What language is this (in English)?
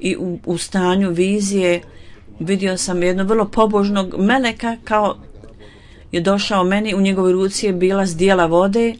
Bosnian